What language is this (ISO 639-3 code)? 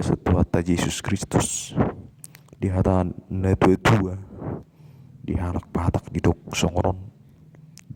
bbc